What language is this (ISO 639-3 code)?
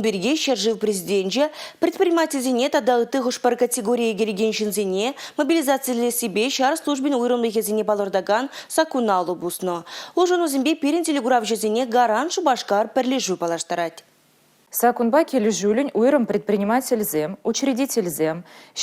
chv